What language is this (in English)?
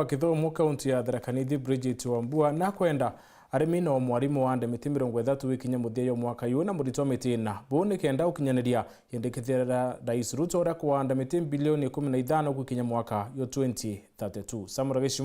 Meru